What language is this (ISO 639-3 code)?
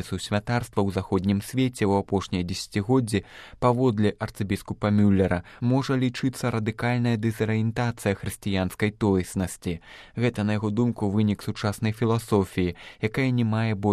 bel